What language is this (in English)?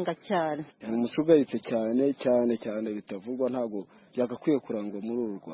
Kinyarwanda